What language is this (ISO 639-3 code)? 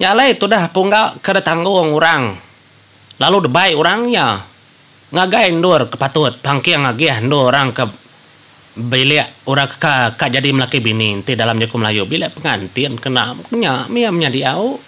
iba